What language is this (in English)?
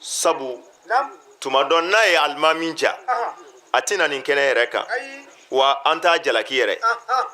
Bambara